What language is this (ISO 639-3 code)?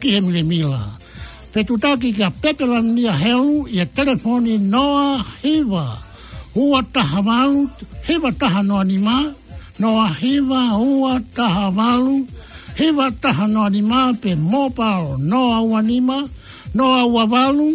ton